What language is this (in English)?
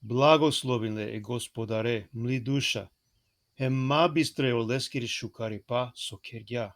Balkan Romani